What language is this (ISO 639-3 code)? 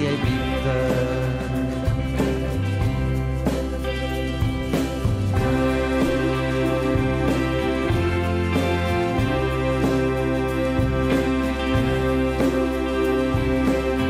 spa